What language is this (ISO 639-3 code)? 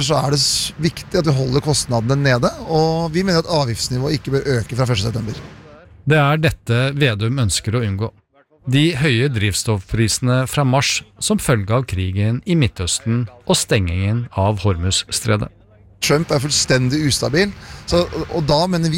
nor